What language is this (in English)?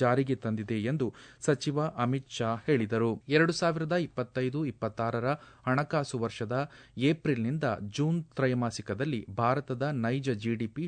Kannada